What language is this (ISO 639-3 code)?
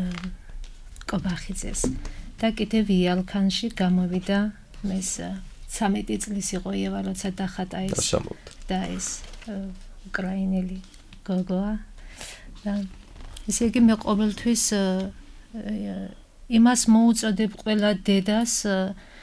kat